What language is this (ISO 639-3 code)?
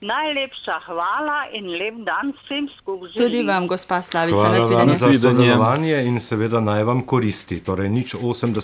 slv